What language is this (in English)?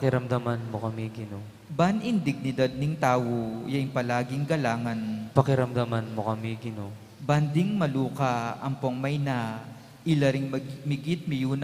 Pampanga